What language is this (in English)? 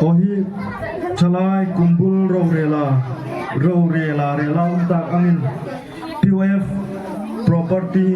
Hmar